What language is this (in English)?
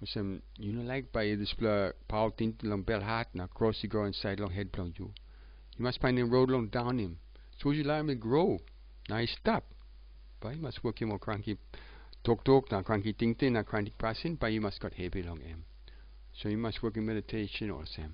Tok Pisin